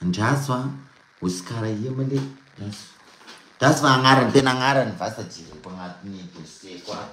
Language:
Malagasy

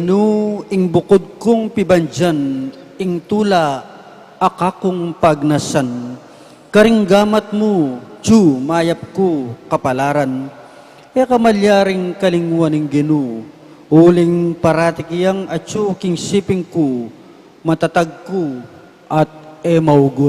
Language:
Pampanga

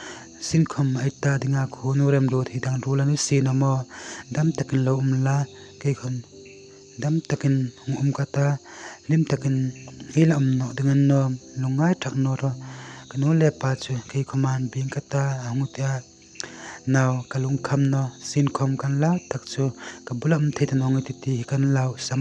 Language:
Hmar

